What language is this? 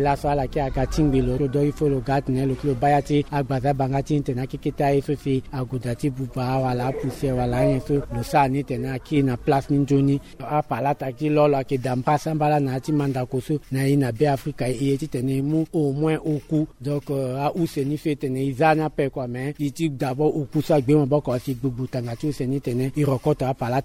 Sango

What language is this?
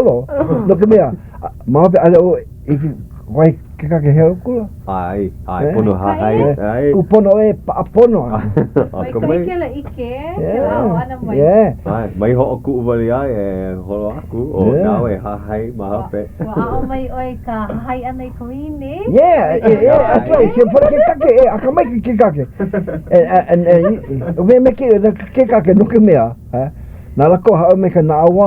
Hawaiian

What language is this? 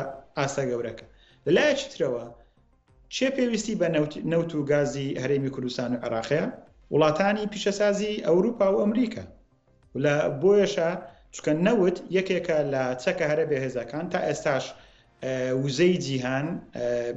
Central Kurdish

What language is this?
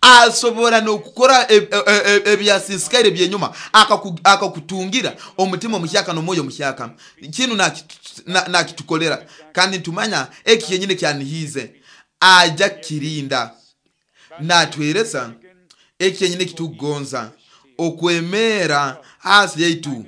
Nyoro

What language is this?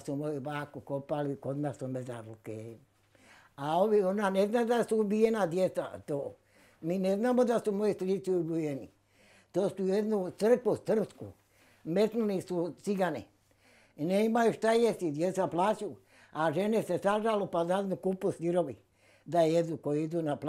Bosnian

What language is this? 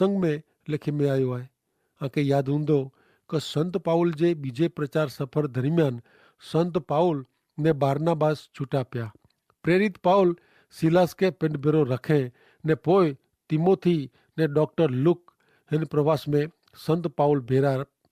Kachhi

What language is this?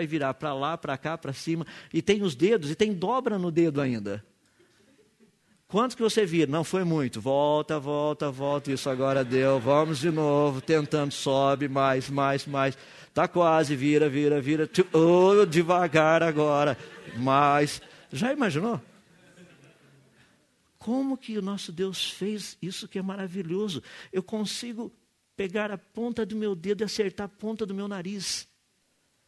Portuguese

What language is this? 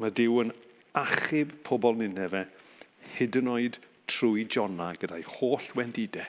Welsh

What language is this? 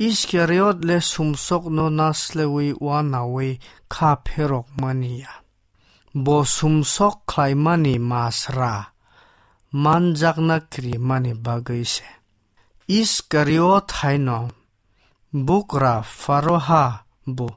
Kok Borok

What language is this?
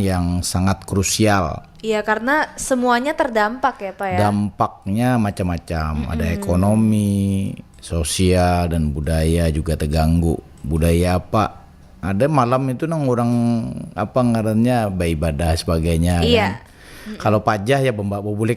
Banjar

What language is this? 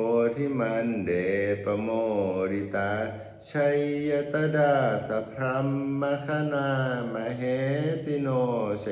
Pali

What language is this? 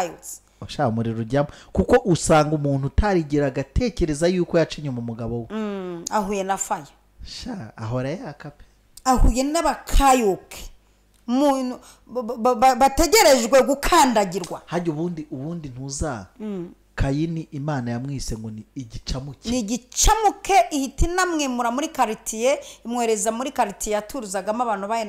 Kinyarwanda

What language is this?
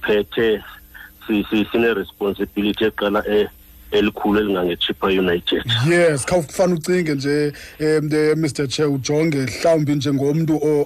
Xhosa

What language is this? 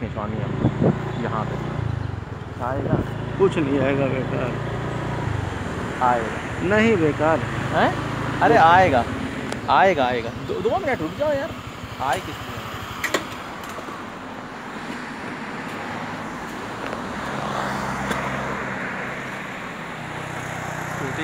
Hindi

